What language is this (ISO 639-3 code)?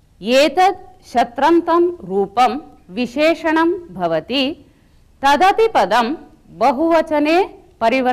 san